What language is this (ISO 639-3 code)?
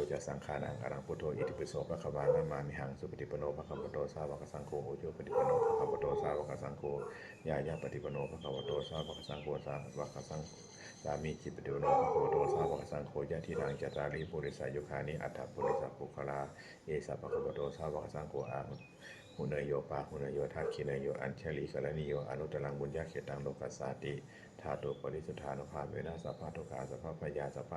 pli